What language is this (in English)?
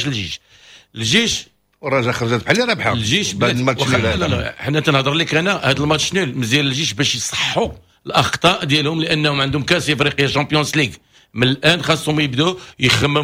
Moroccan Arabic